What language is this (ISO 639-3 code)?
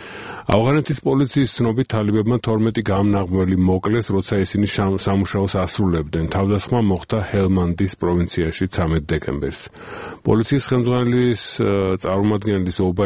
kat